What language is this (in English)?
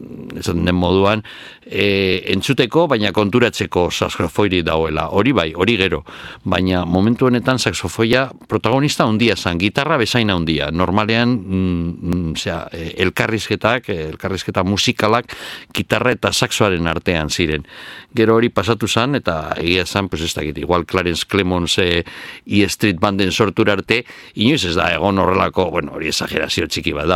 Basque